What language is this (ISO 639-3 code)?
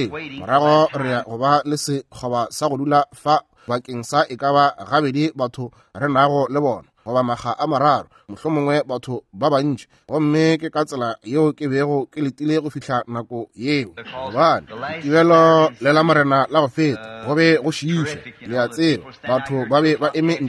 nso